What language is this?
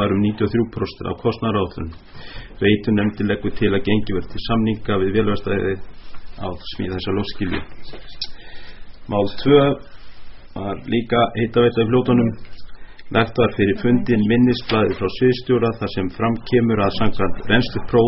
Icelandic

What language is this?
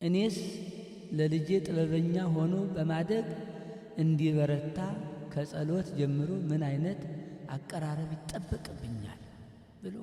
Amharic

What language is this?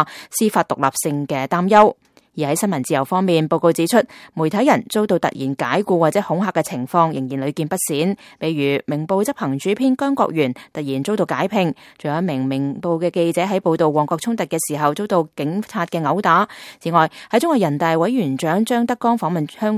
Cantonese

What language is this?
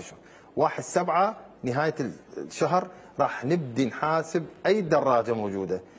Mesopotamian Arabic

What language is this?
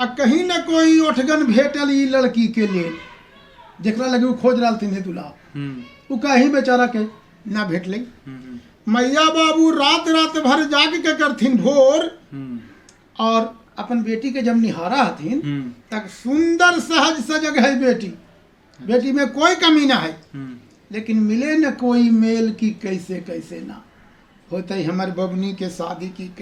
Magahi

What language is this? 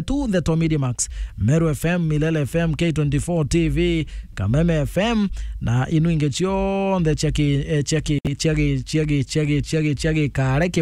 Meru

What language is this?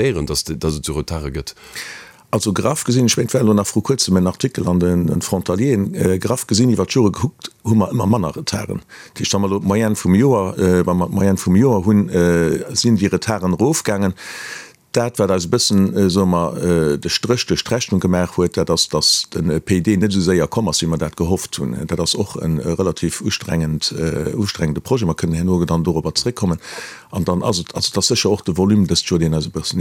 Luxembourgish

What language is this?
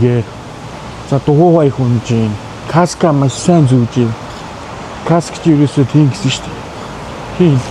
Mongolian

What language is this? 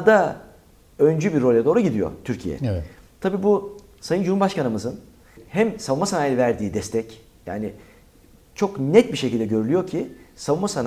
Turkish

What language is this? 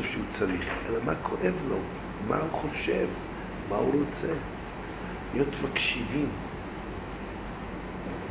Hebrew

